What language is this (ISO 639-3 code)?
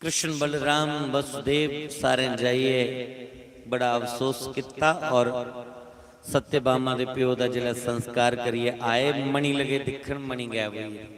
doi